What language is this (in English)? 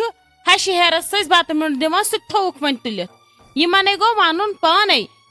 Kashmiri